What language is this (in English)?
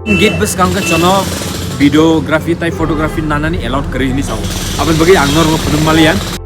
Kok Borok